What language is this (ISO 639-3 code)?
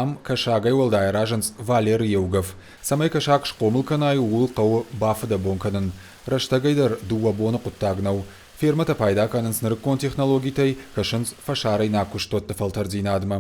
oss